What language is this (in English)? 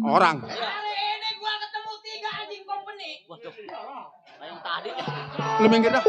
Betawi